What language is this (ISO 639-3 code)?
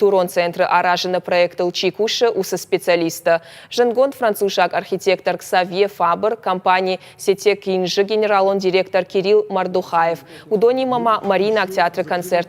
oss